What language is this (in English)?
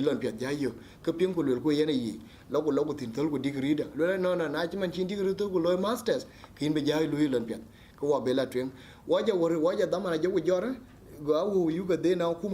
Dinka